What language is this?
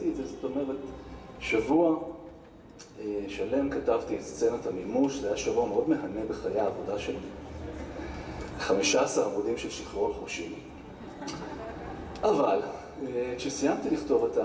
Hebrew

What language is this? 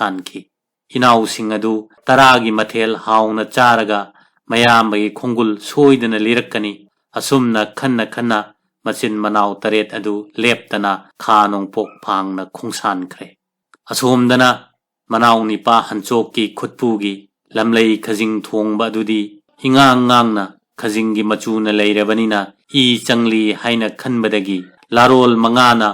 Manipuri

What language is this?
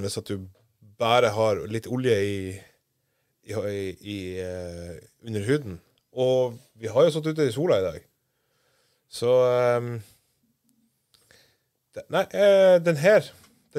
Norwegian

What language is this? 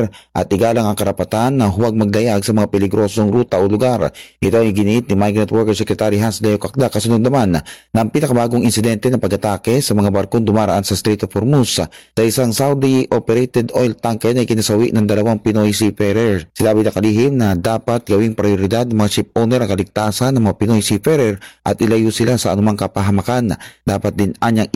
Filipino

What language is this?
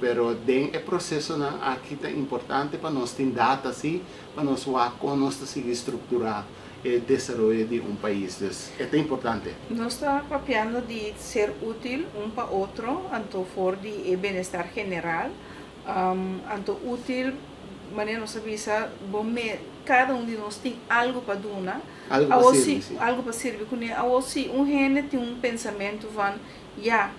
Papiamento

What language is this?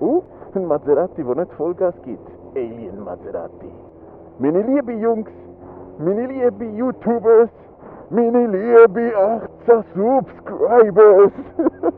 Swiss German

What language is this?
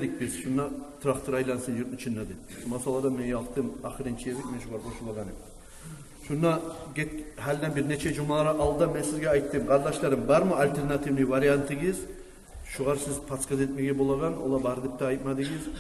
Kumyk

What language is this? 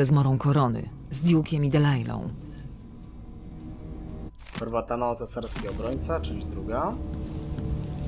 Polish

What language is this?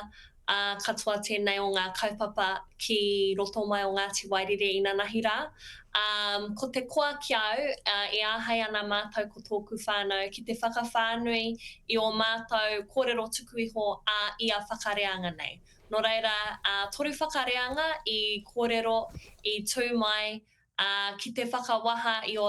Māori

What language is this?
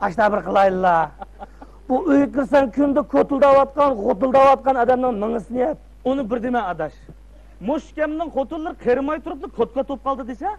Uyghur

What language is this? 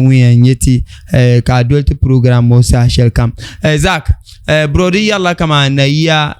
Dagbani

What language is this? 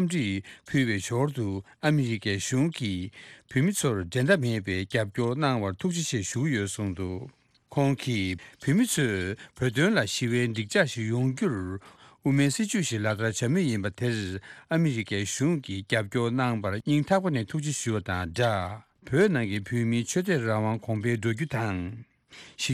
Tibetan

